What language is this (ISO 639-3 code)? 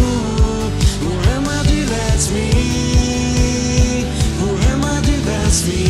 pdt